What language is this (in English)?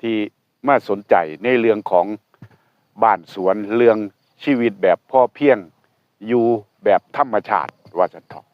Northeastern Thai